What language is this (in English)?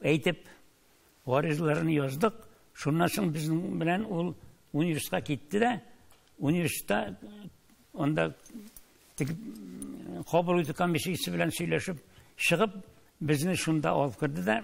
Tatar